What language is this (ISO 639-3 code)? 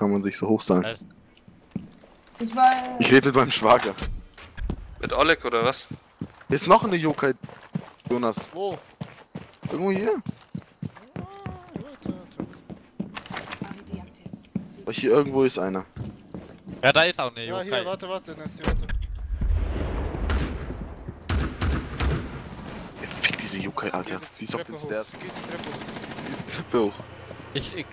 deu